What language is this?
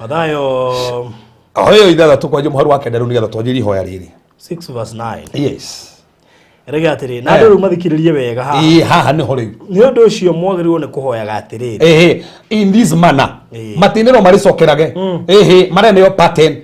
Kikuyu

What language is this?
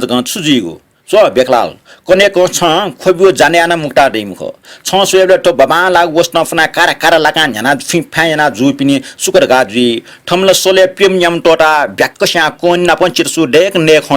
Newari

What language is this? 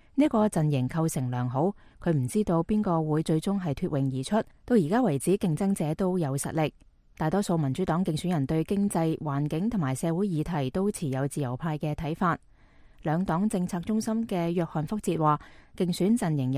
Cantonese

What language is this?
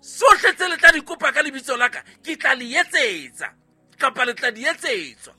Southern Sotho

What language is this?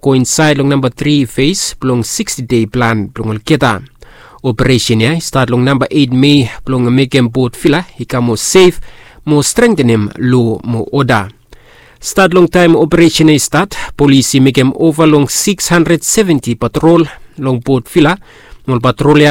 Bislama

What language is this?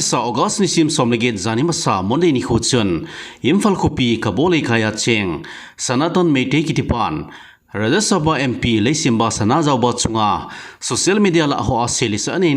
Thado Chin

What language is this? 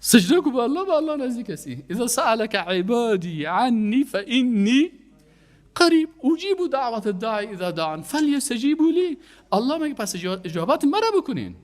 Persian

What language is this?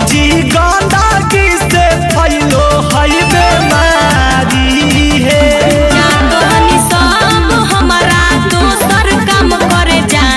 Magahi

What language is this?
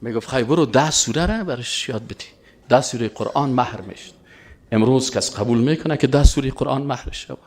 Persian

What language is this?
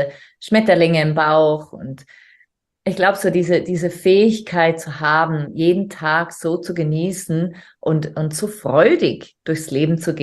German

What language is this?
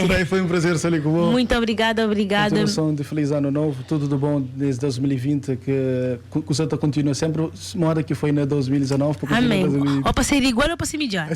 Kabuverdianu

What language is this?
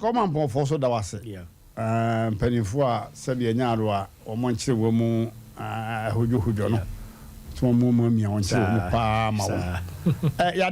Akan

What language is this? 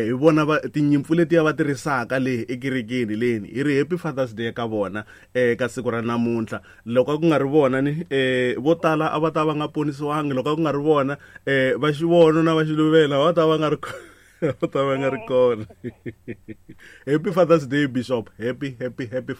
Tsonga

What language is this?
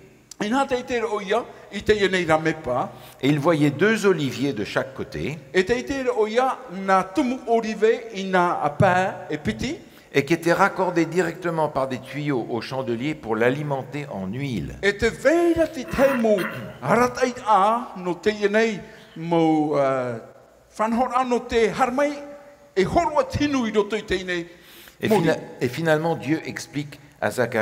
Tahitian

